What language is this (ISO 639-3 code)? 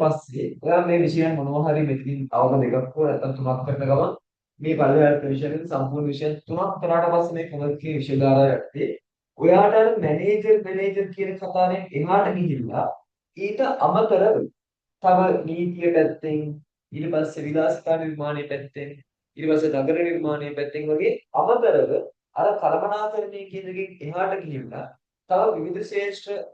sin